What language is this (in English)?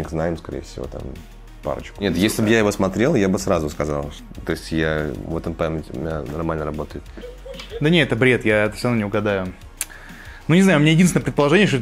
Russian